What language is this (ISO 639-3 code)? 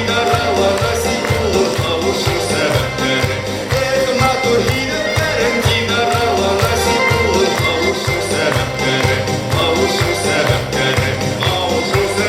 bak